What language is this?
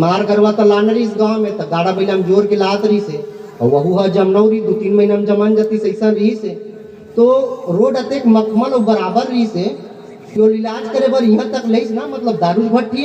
Chhattisgarhi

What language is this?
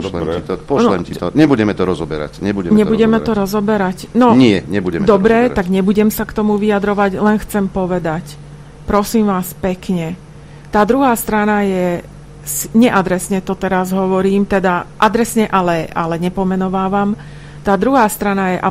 Slovak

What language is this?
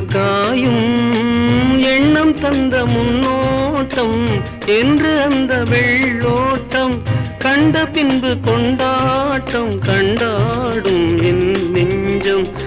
Tamil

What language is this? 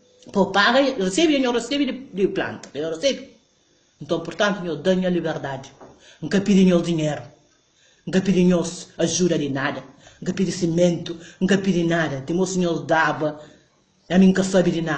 Kabuverdianu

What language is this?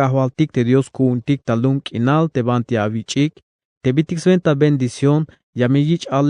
Tzeltal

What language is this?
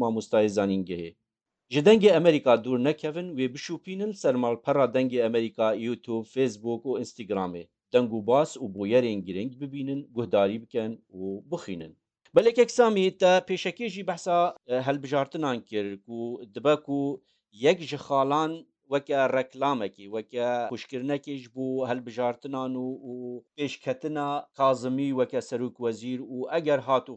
Kurdish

